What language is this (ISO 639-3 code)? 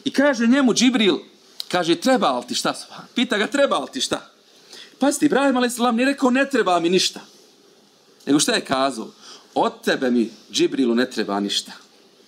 bos